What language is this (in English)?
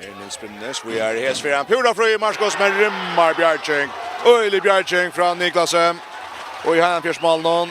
Faroese